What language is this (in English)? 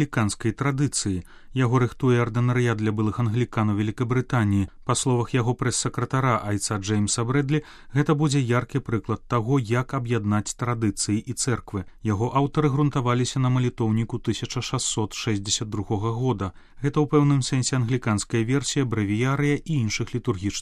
Belarusian